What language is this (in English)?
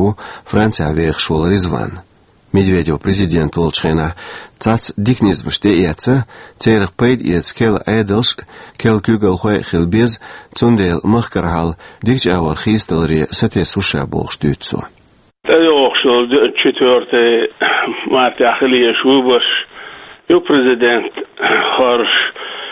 Chechen